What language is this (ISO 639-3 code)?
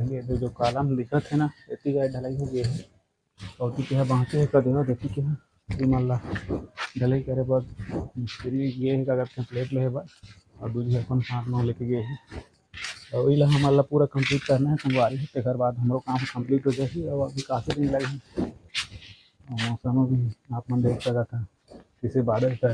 hne